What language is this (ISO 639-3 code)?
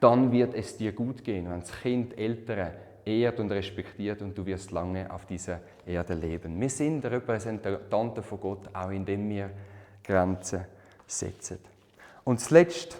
gsw